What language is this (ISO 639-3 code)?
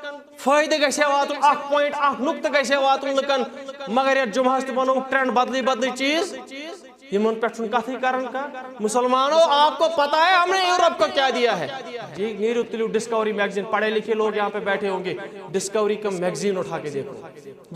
kas